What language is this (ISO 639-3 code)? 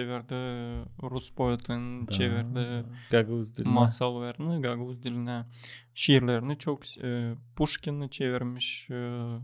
gag